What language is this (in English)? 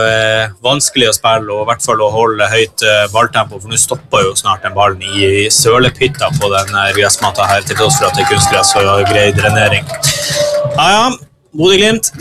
Norwegian